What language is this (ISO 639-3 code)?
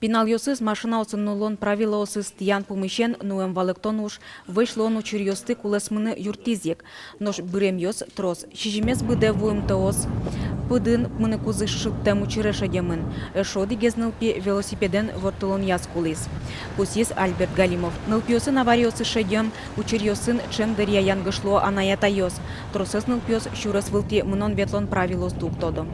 udm